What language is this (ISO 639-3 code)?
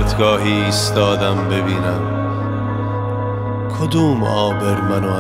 fas